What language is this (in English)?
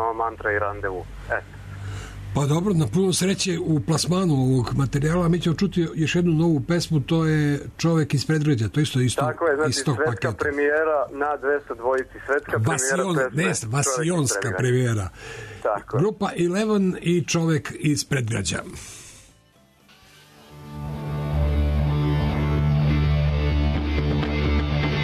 Serbian